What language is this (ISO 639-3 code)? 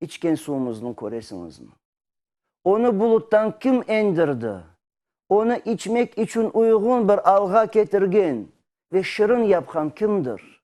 crh